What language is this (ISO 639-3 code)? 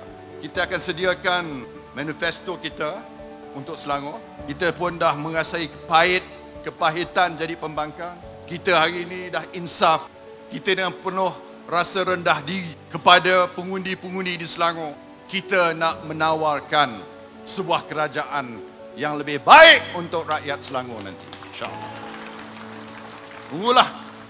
msa